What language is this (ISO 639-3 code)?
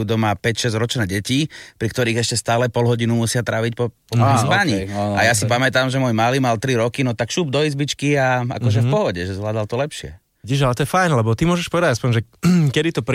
slk